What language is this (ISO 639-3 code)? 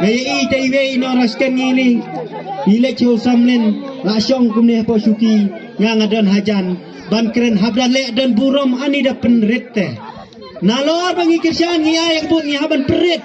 kha